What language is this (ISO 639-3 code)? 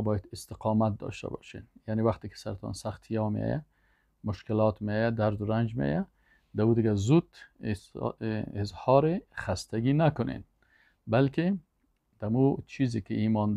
fas